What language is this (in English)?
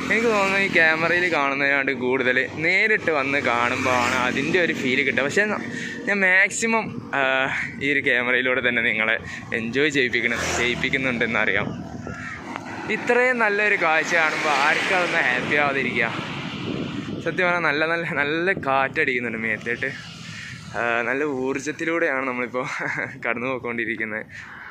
Malayalam